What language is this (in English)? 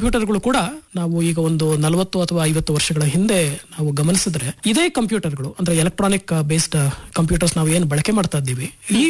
Kannada